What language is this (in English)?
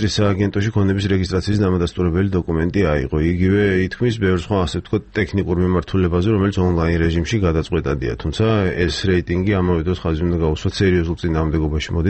Georgian